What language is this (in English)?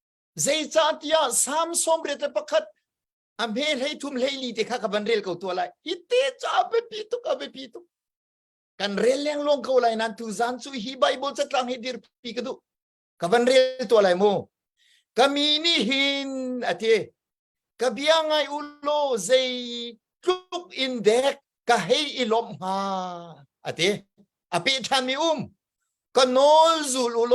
Hakha Chin